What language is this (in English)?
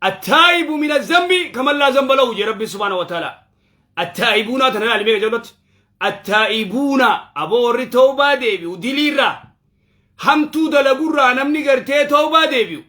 Oromo